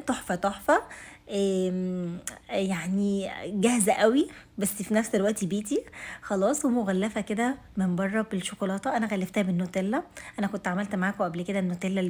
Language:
Egyptian Arabic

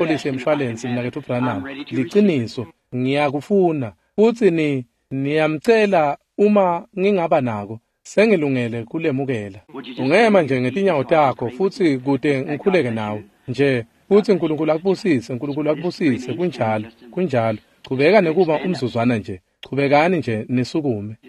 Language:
Swati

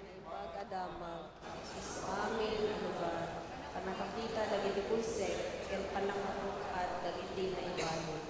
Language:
Iloko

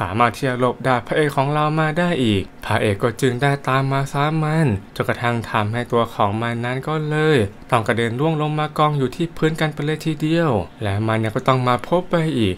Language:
Thai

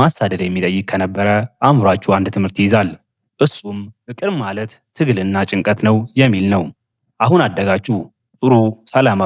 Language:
Amharic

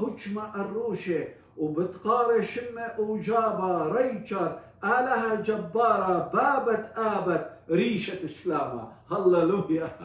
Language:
Assyrian Neo-Aramaic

